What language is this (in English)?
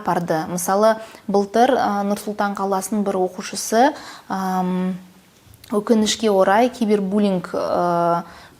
Kazakh